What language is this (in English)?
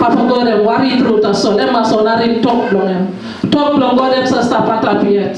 Tok Pisin